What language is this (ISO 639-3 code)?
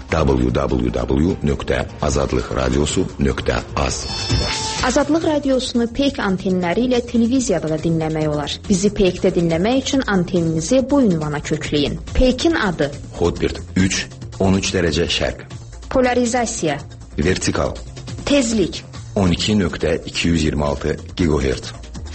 aze